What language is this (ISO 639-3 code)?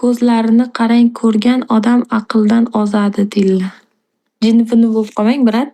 uzb